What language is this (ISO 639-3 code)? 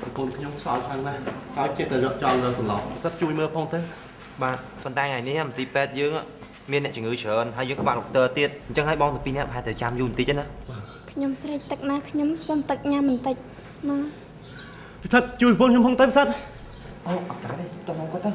khm